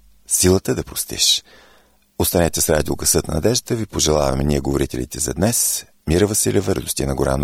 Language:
Bulgarian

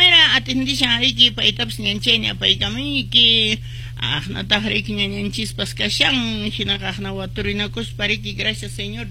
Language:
Quechua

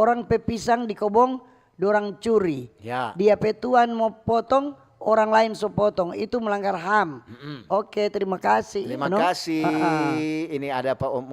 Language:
Manado Malay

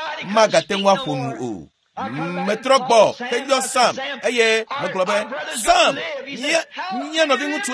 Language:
Ewe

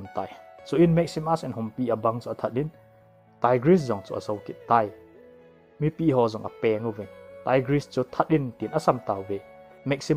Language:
Thado Chin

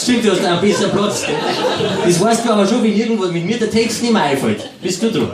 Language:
Bavarian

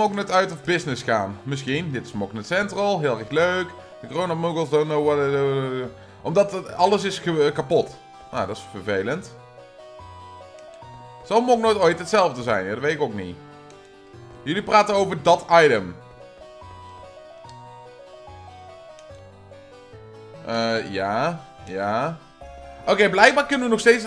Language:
Dutch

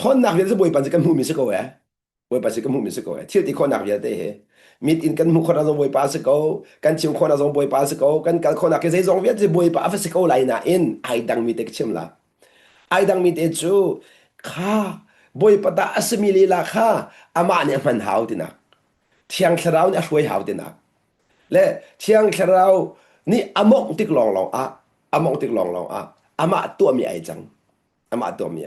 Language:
Hakha Chin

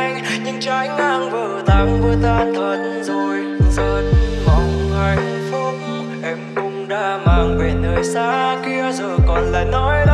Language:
Vietnamese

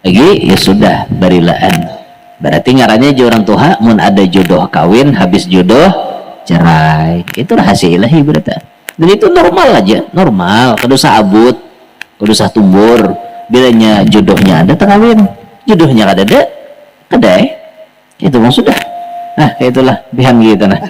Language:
Banjar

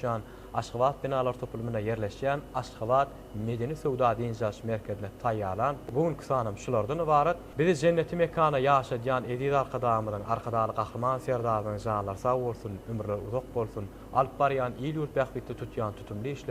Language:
Turkmen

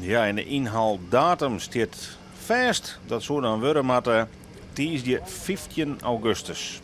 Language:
Western Frisian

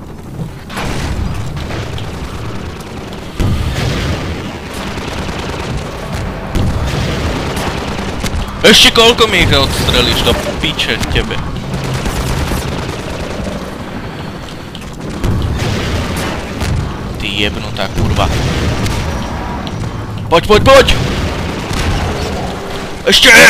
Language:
Slovak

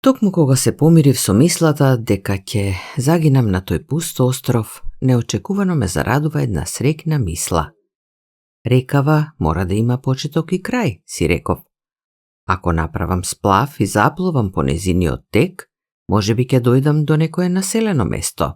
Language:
Macedonian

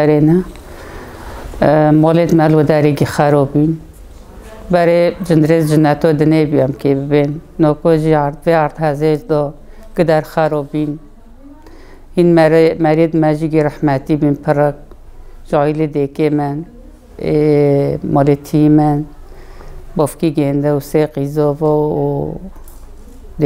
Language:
Kurdish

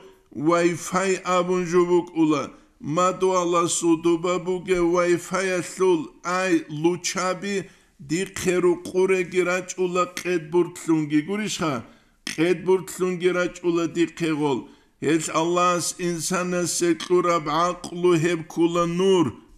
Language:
Avaric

